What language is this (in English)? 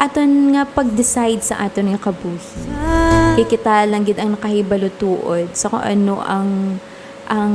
Hiligaynon